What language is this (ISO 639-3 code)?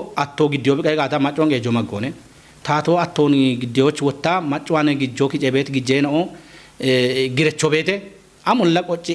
kbr